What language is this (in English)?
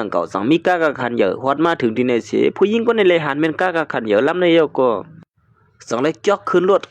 Shan